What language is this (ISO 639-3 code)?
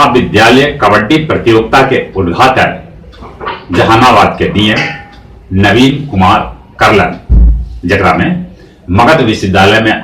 mag